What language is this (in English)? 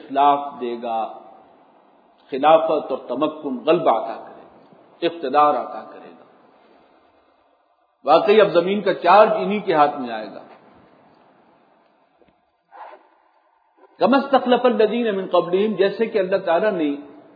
Urdu